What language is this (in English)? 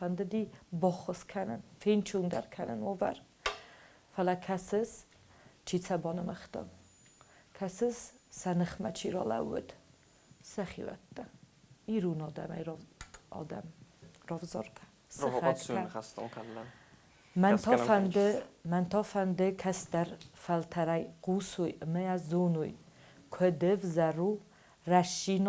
Ossetic